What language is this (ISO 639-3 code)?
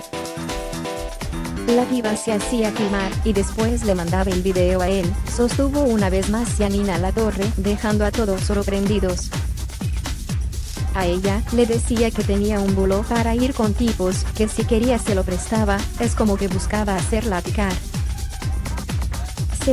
spa